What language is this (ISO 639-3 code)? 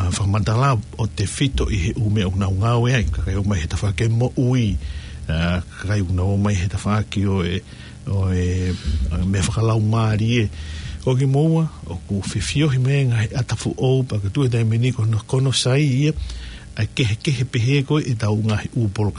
ton